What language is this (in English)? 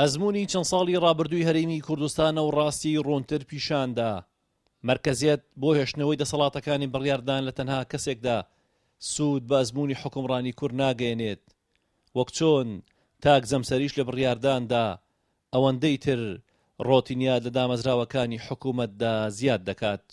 Central Kurdish